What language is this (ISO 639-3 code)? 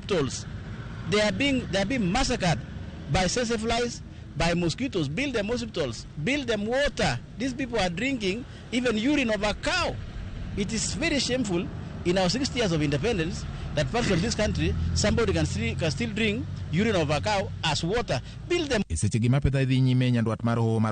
luo